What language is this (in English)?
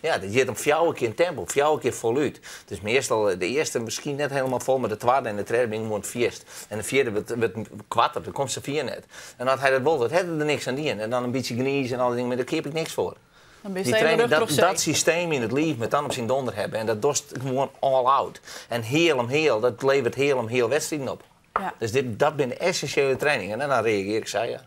Western Frisian